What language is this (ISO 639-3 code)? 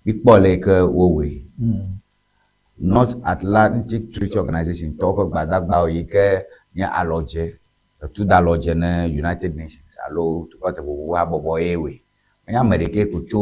ewe